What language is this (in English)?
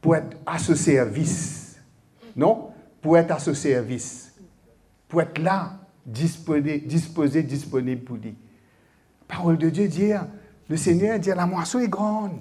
Morisyen